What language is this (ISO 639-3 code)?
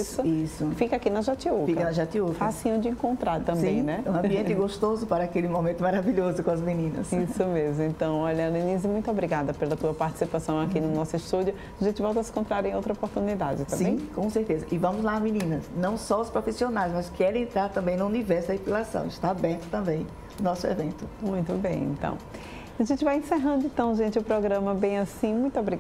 por